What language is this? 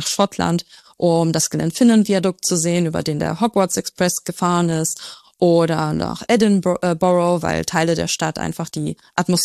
German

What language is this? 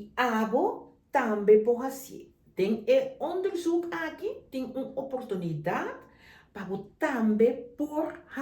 Papiamento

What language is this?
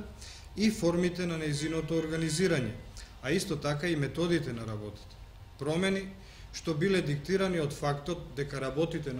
Macedonian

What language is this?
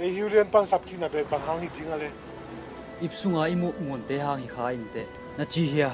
Tedim Chin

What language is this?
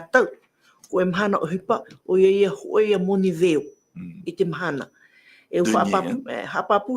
Tahitian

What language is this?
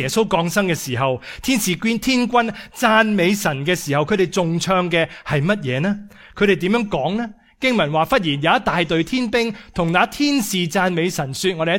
Cantonese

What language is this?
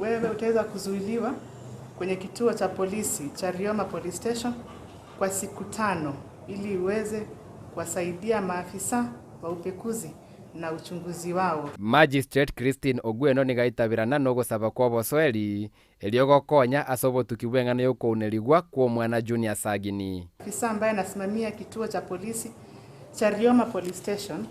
Gusii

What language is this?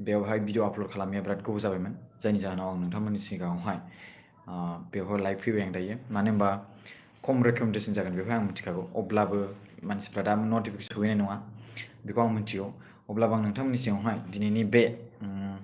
Bodo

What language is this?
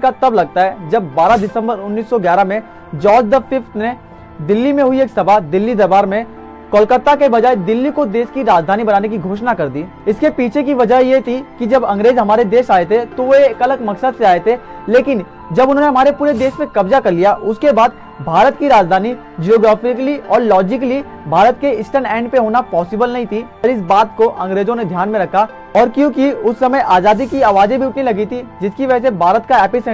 Hindi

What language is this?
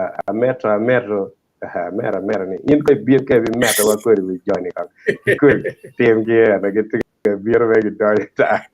Acoli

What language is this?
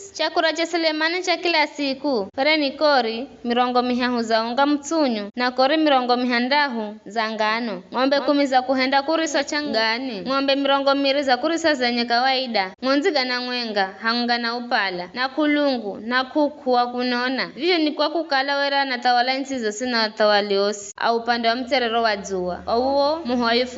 Giryama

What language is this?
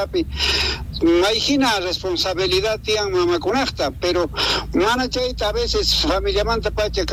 Quechua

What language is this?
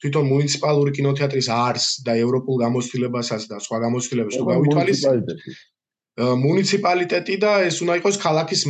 Georgian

